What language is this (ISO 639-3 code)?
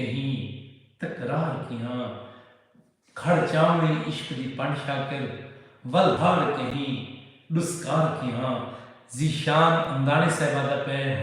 skr